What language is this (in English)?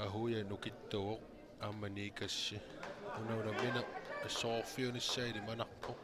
Kalaallisut